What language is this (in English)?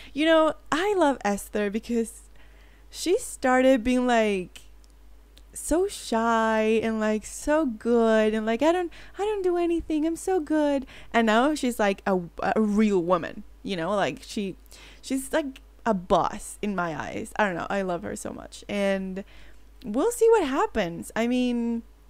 English